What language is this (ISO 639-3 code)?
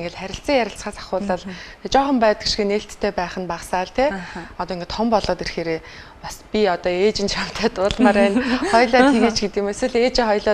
mon